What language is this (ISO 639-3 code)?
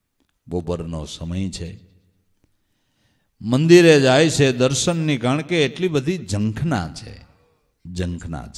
guj